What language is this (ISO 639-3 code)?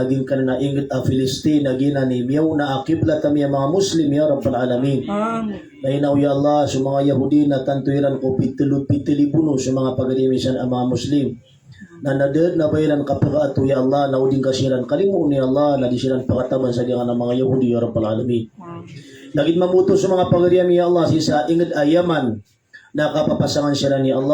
mrw